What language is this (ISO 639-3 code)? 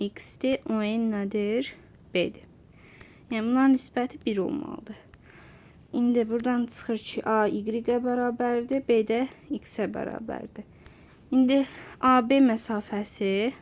aze